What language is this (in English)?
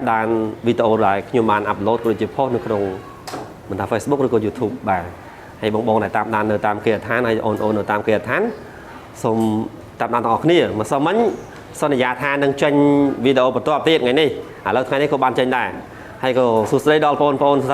Khmer